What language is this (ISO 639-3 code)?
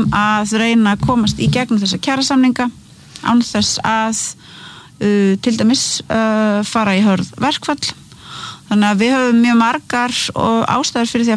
isl